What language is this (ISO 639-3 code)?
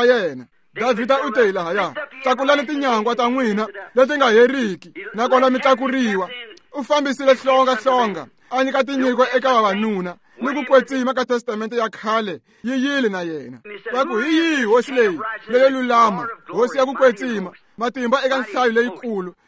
tso